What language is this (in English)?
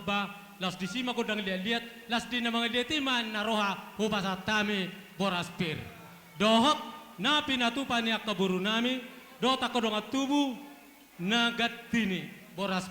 Batak Toba